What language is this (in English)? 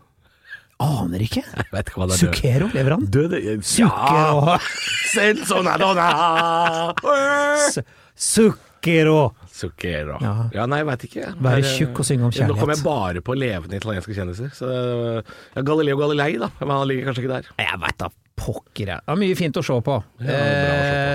Norwegian